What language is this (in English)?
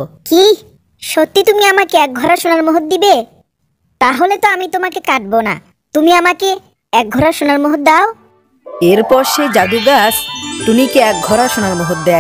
Bangla